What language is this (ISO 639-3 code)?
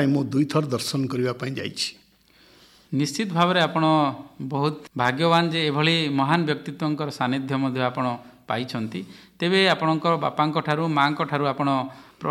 ori